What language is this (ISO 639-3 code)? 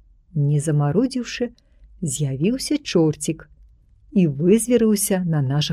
bel